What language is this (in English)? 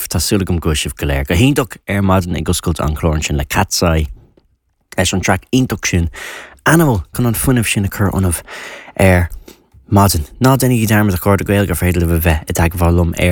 Irish